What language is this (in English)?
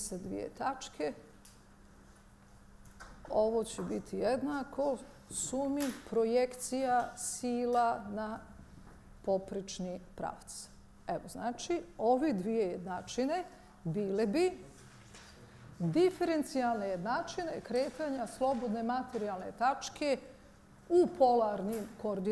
Bosnian